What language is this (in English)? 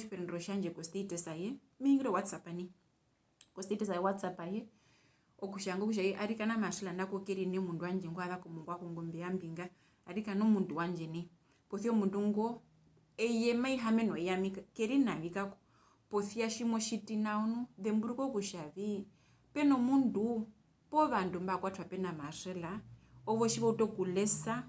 Herero